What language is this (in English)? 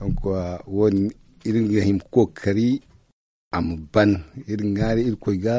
Zarma